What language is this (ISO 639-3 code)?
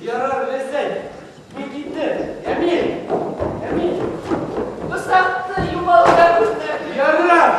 bak